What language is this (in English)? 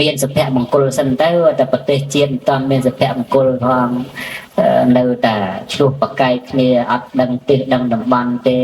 Khmer